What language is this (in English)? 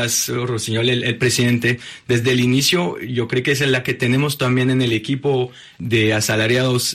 Spanish